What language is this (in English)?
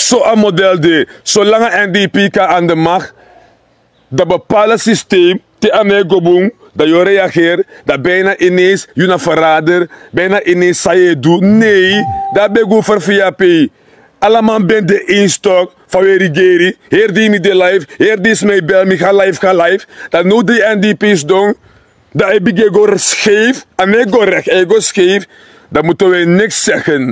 Sranan Tongo